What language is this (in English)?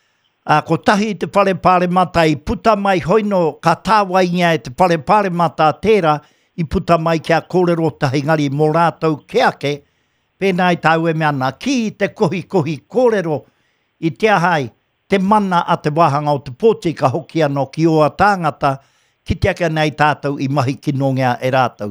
Māori